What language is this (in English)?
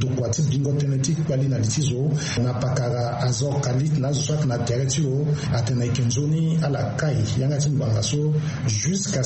Sango